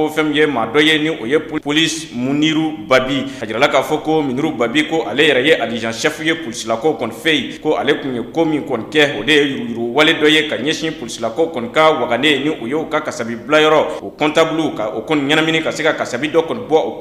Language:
Bambara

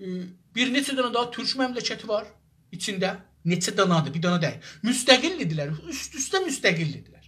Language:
South Azerbaijani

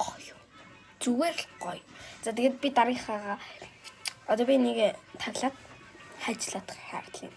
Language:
Mongolian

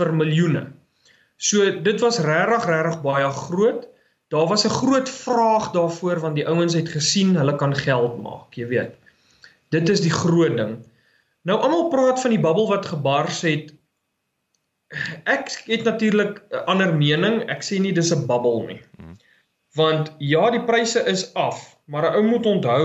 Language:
Afrikaans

